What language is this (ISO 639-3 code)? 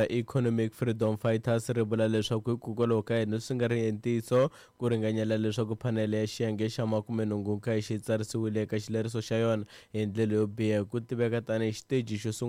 tso